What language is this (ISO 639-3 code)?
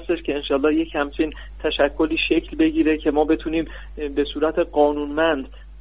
fas